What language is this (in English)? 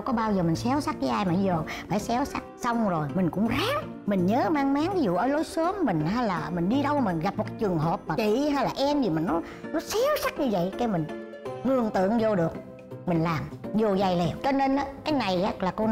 Vietnamese